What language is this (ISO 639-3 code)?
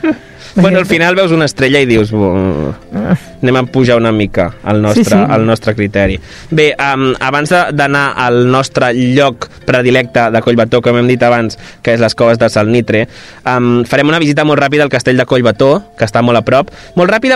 cat